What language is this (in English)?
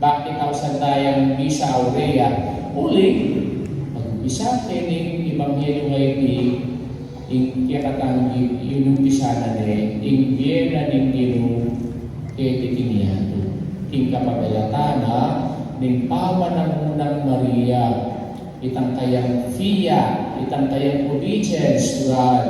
Pampanga